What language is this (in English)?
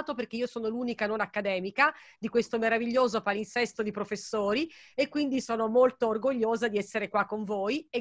Italian